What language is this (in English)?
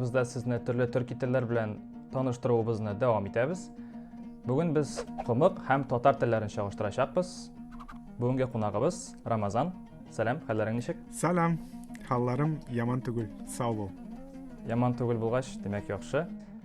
Tatar